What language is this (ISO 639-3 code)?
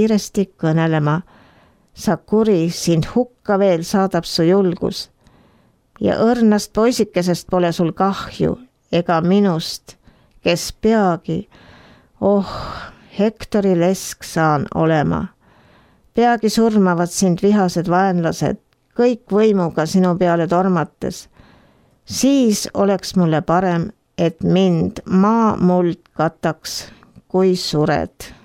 est